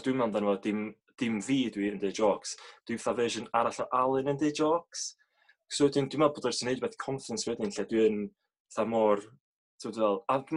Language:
Welsh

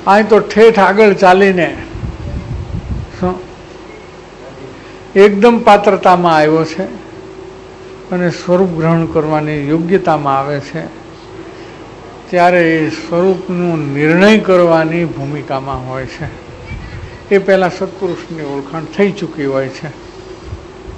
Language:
Gujarati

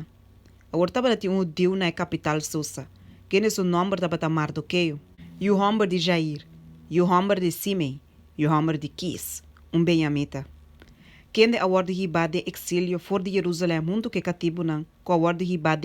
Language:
Papiamento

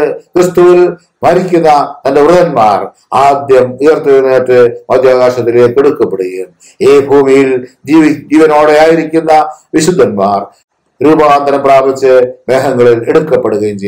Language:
Malayalam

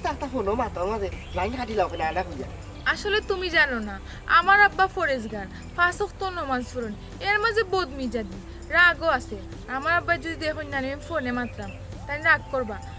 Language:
Sylheti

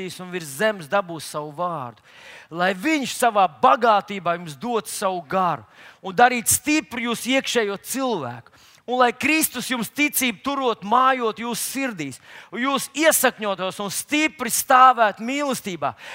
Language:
Latvian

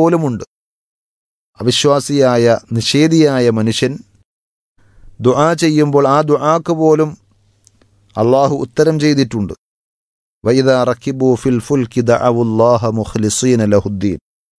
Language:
Malayalam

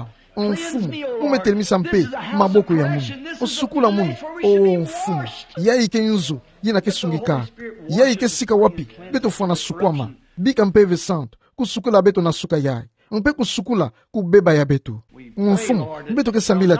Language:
Kituba (Democratic Republic of Congo)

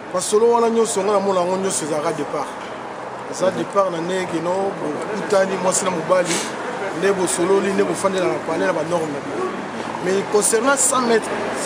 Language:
Lingala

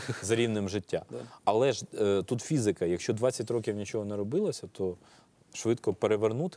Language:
Ukrainian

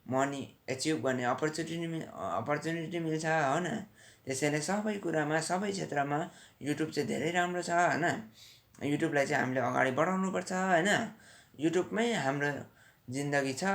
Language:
Nepali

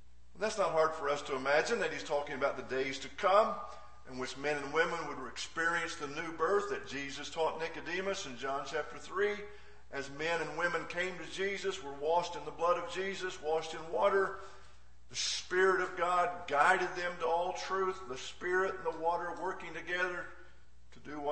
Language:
English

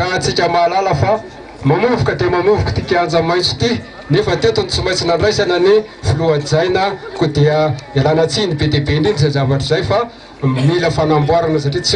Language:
Malagasy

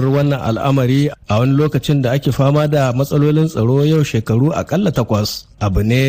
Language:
Hausa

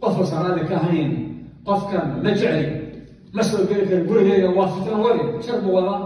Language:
Somali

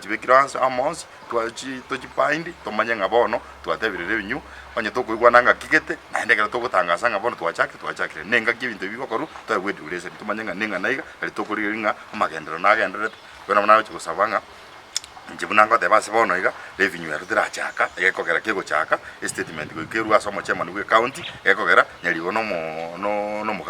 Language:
Gusii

